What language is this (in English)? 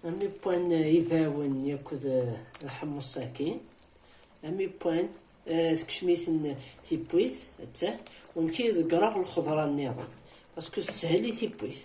Kabyle